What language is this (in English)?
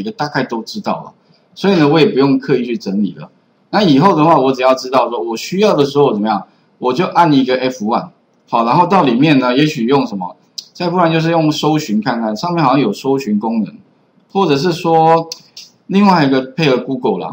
Chinese